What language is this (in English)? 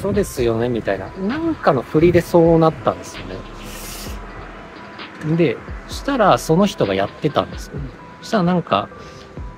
Japanese